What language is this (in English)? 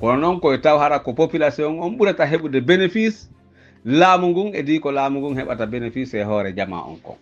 Pular